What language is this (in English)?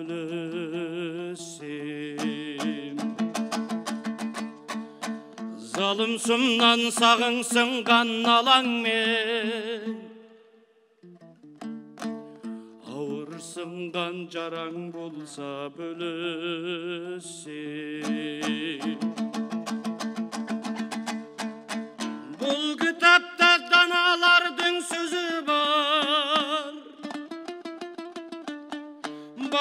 Kazakh